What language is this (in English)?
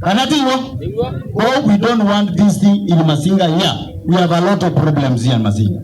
Kamba